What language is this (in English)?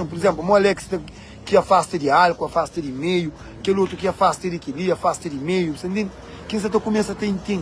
Kabuverdianu